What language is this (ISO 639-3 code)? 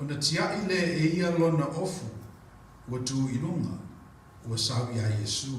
smo